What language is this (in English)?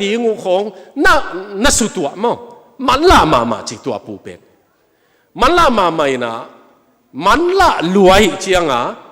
Tedim Chin